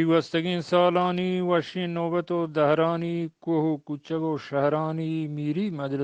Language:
Eastern Balochi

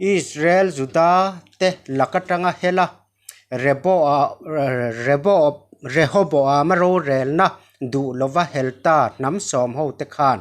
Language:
Mizo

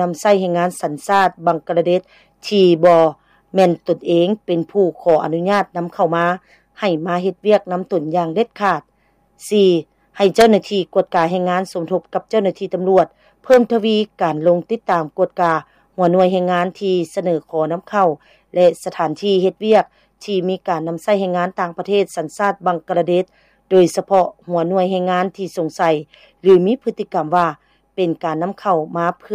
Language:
Lao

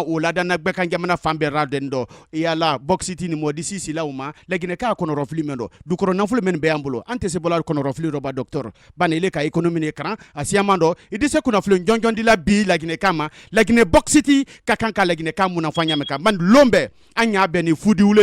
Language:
Bambara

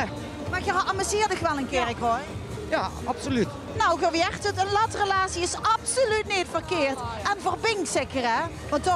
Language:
Limburgish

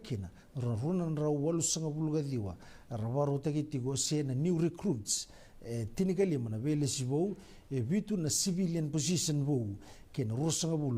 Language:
Fijian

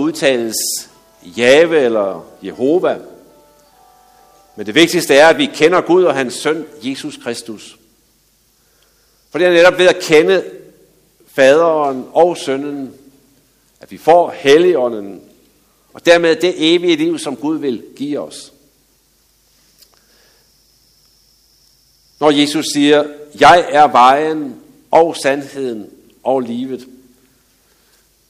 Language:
Danish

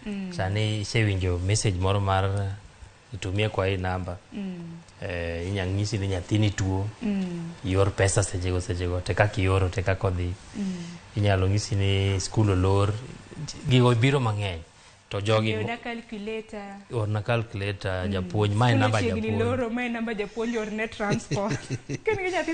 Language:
Luo (Kenya and Tanzania)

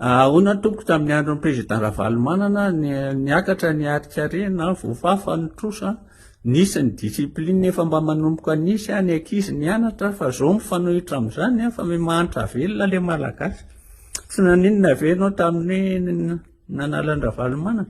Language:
Malagasy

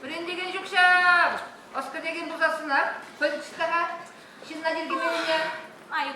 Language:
Chuvash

